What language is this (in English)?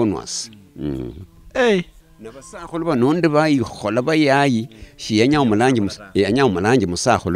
Luyia